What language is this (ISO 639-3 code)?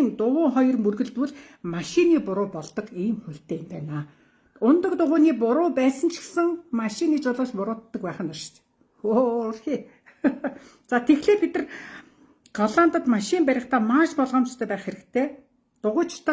mon